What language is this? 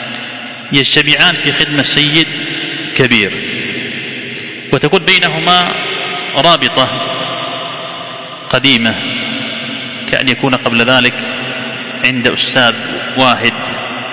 Arabic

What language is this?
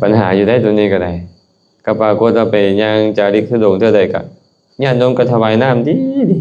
Lao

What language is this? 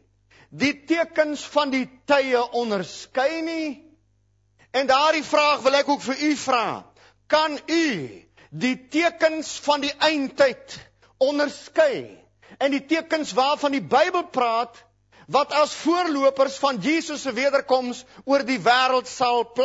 Afrikaans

